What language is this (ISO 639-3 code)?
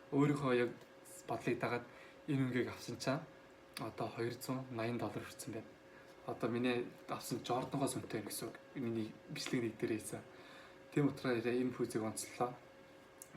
mon